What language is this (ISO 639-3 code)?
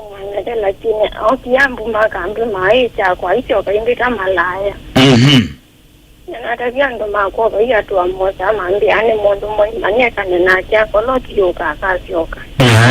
kam